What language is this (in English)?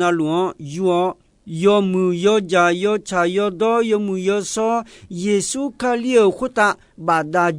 Akha